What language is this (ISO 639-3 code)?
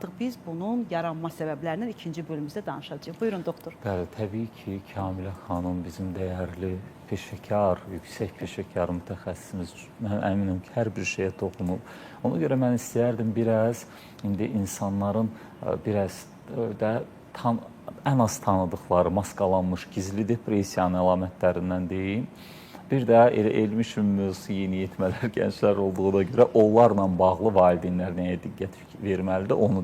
aze